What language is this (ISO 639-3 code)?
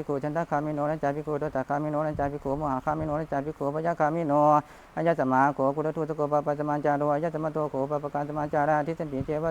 pli